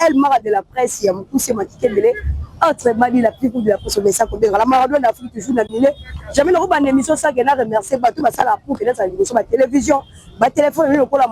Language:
Lingala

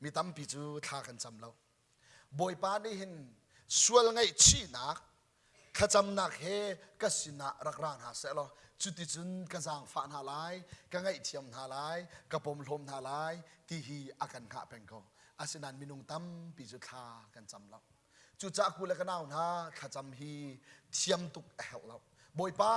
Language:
Hakha Chin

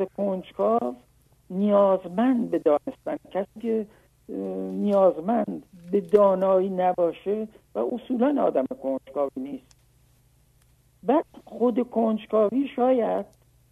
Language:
Persian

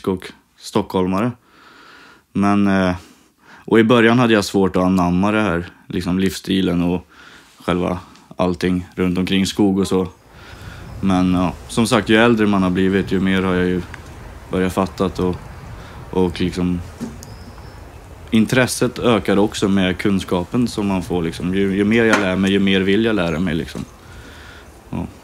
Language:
Swedish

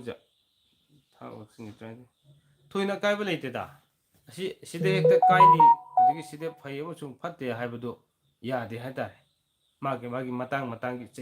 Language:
Manipuri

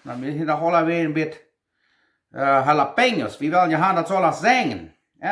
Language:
Plautdietsch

